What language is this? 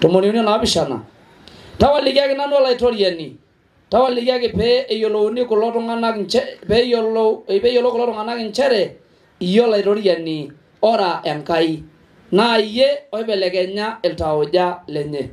Masai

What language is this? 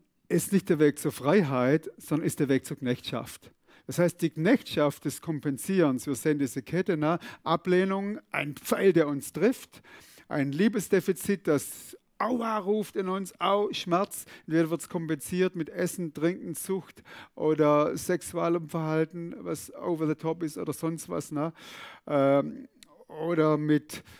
Swiss German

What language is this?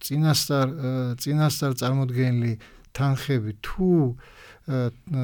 Georgian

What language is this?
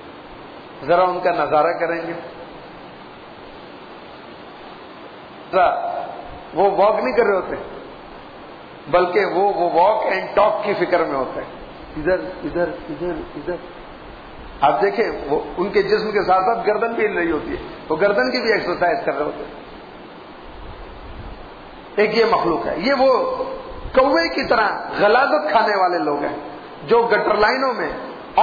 Urdu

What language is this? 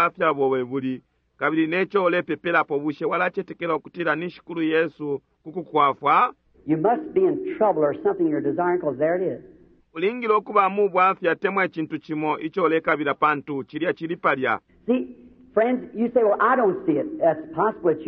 Bemba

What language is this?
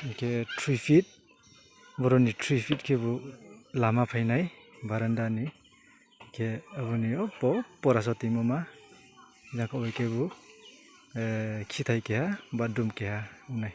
Riang (India)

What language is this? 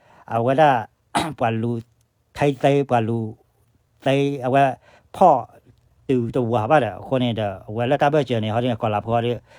S'gaw Karen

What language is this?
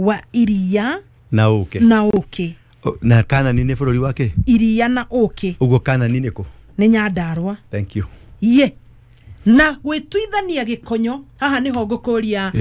Kikuyu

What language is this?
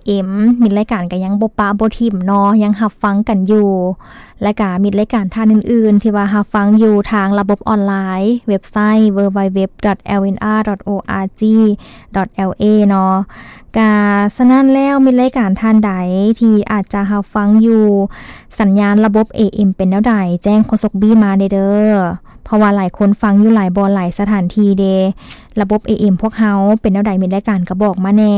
Lao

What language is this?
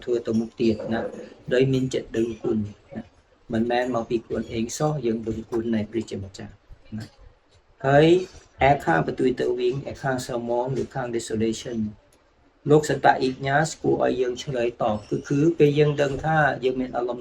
Khmer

